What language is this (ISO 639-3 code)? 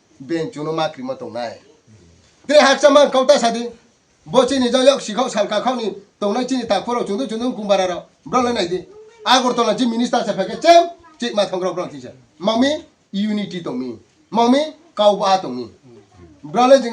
ria